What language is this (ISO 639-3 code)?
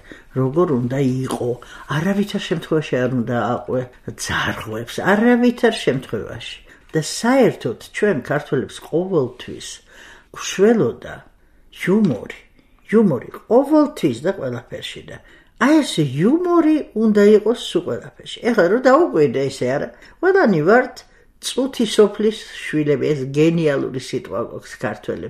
kat